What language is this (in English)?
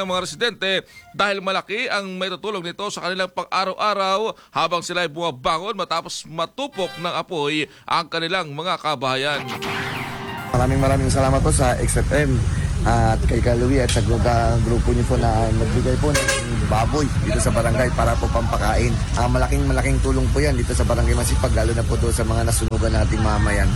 Filipino